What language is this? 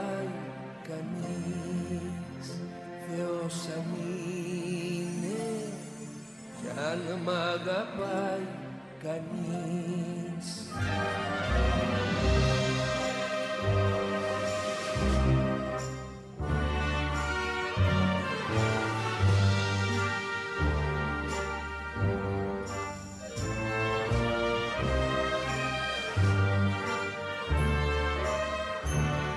Greek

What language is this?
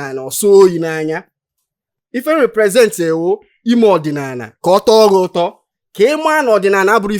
Igbo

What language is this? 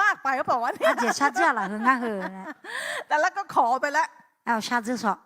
Akha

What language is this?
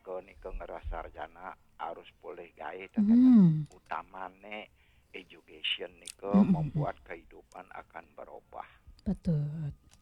Balinese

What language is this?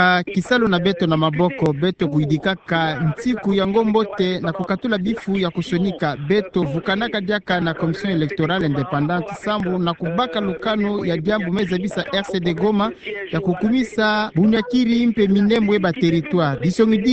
Kituba (Democratic Republic of Congo)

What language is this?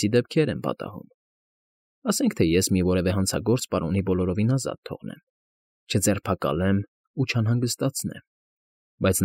Armenian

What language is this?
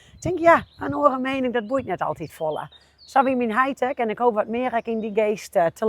Western Frisian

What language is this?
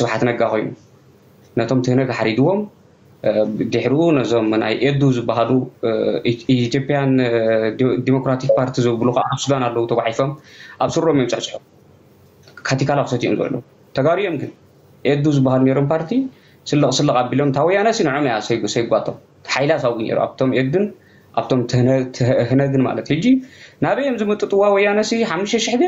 Tigrinya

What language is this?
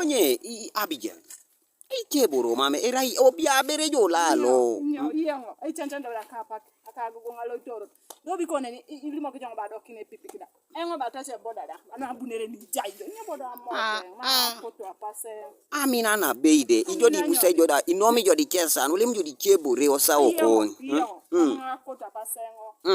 Teso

